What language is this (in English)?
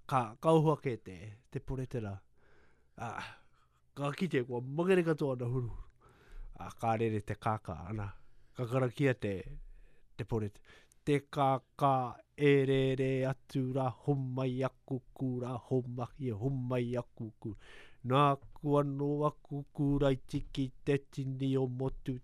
Latvian